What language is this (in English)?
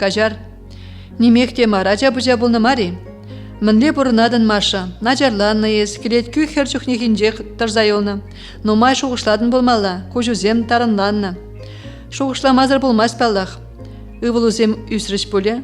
Chuvash